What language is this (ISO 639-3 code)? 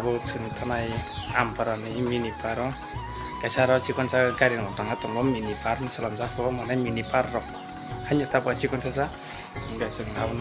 trp